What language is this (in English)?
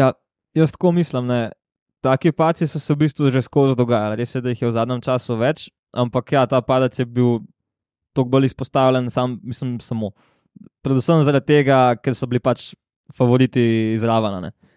Slovenian